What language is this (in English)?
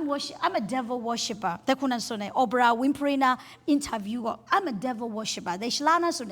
Kachin